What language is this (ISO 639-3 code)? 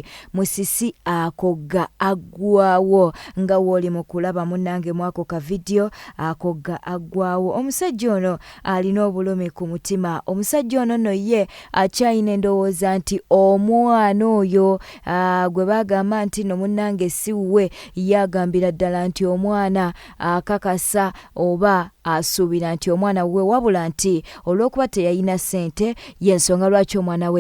lug